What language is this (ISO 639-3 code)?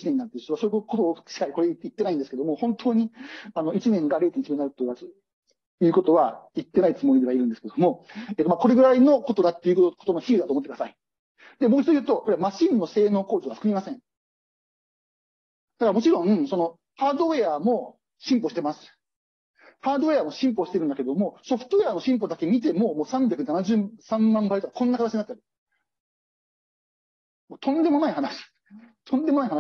jpn